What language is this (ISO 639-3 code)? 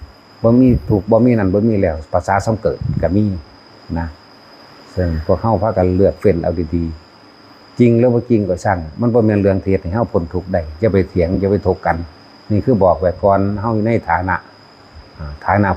tts